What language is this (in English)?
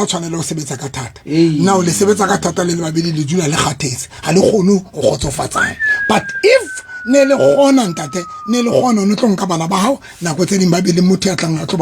Southern Sotho